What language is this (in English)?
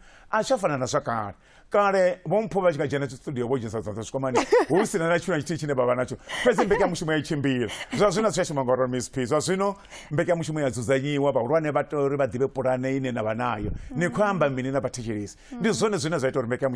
Venda